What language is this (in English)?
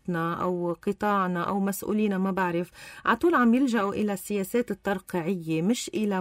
North Levantine Arabic